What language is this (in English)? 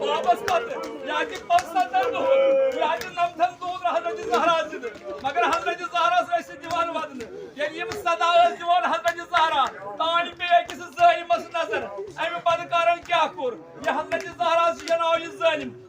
Kashmiri